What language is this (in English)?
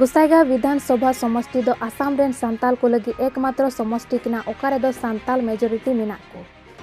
Santali